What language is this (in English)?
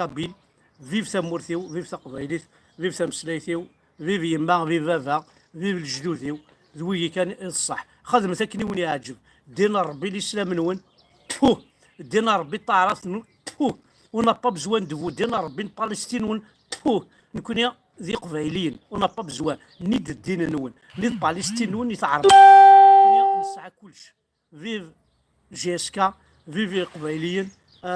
Kabyle